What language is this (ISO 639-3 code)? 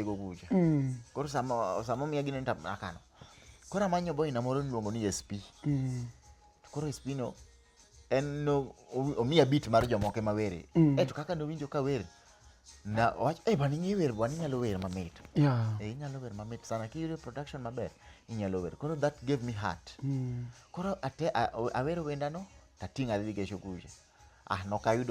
luo